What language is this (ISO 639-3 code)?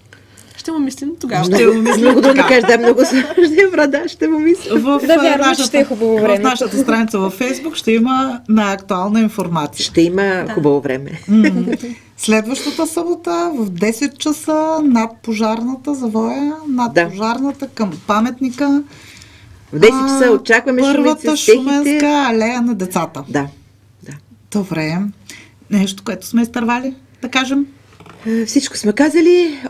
bul